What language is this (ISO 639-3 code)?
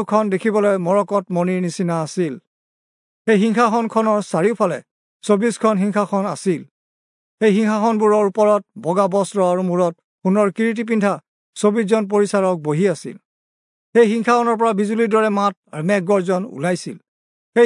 asm